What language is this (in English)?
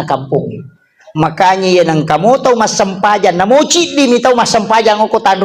Buginese